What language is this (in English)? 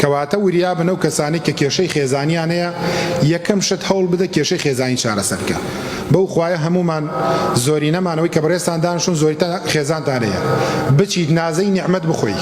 Central Kurdish